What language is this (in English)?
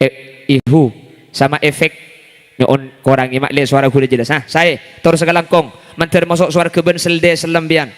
Madurese